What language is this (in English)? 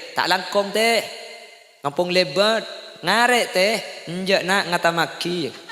Madurese